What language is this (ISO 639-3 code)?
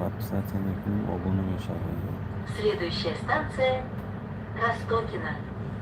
tgk